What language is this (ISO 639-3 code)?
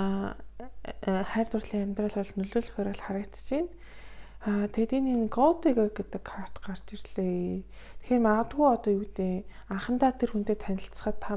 mon